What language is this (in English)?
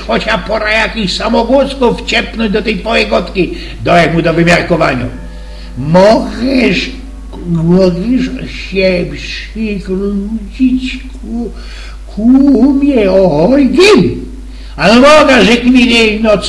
Silesian